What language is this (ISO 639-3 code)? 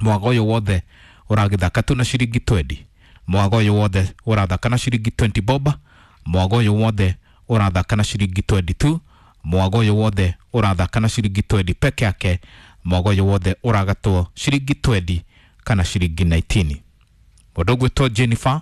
kik